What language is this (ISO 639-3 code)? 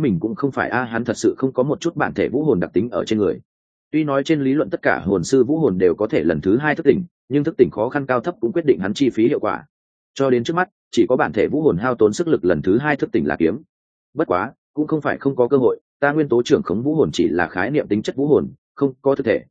vie